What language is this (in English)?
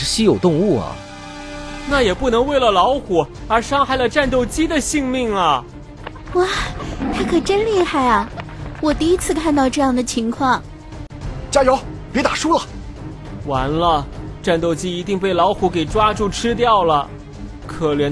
Chinese